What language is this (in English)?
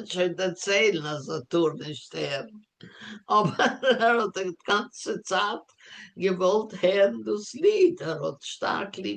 Yiddish